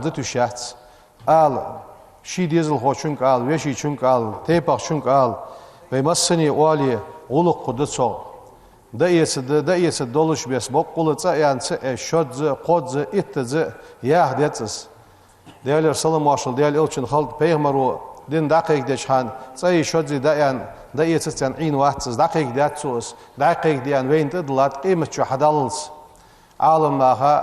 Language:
Ingush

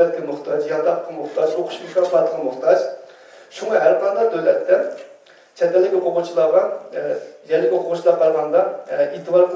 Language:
Uyghur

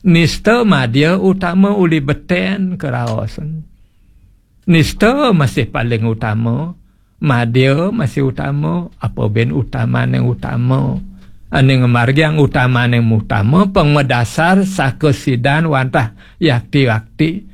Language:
Balinese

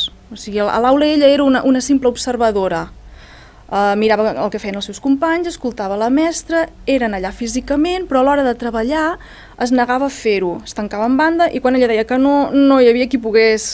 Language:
Catalan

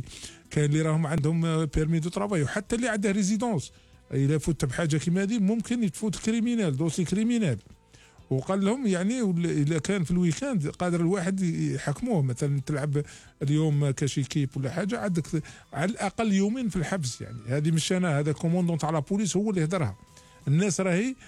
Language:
Algerian Arabic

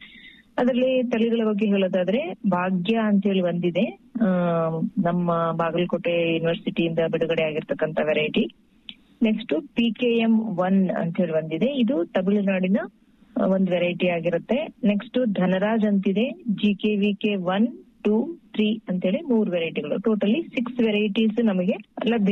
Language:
Kannada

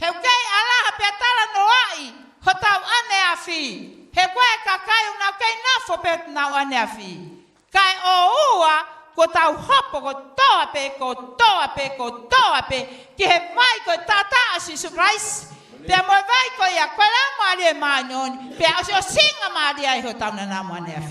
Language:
Tongan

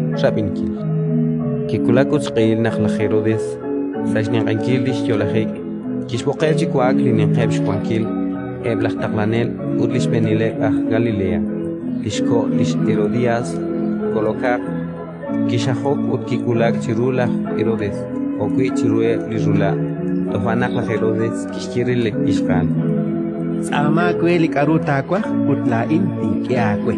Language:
Kekchí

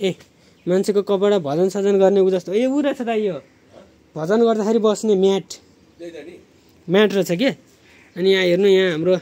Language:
Nepali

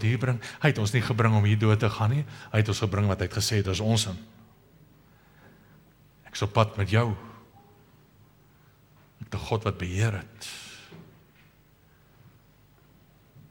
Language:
Afrikaans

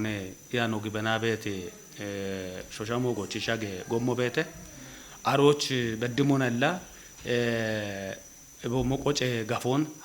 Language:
Kafa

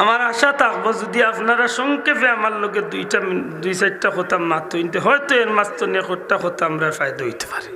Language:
Sylheti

